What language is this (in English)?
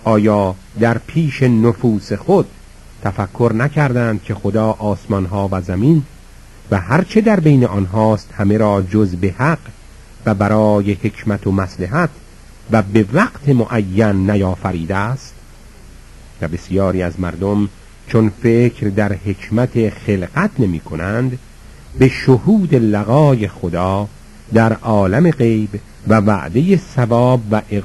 Persian